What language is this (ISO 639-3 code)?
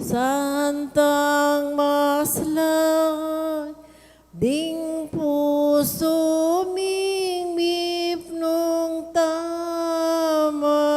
pam